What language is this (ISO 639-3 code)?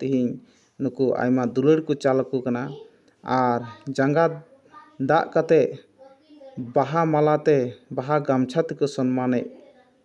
sat